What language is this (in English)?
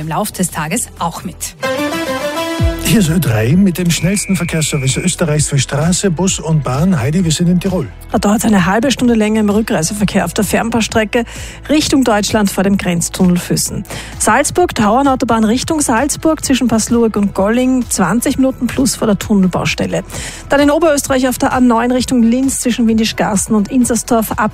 German